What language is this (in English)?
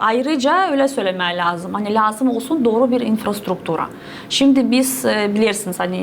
Gagauz